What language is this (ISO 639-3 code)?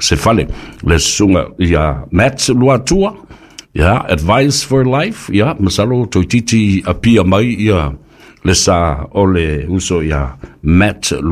smo